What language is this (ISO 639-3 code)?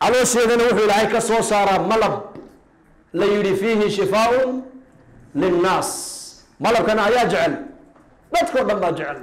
som